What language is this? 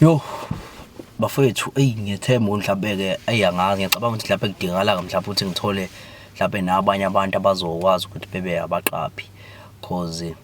Zulu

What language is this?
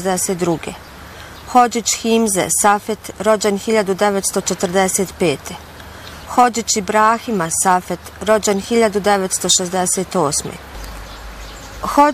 Bosnian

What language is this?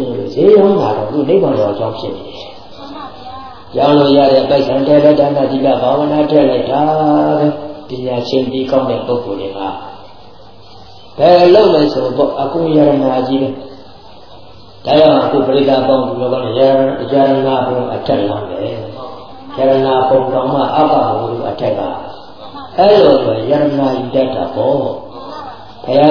Burmese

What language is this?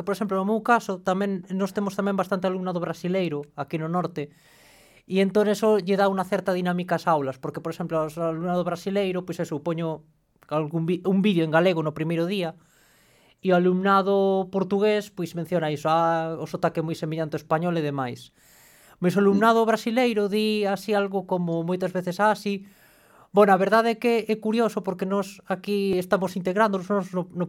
Galician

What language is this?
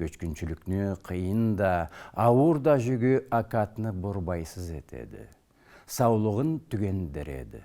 Karachay-Balkar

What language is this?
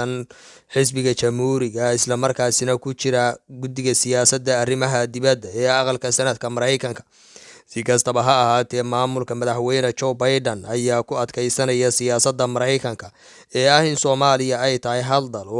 Somali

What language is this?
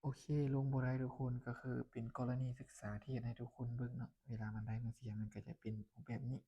Lao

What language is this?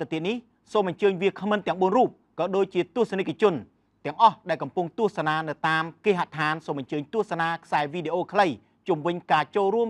Khmer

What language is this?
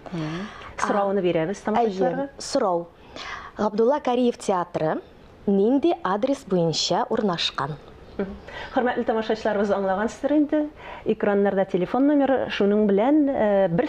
Tatar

